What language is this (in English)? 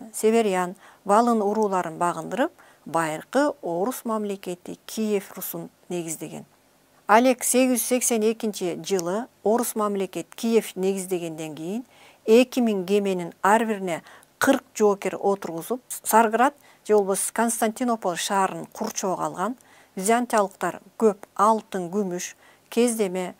Kyrgyz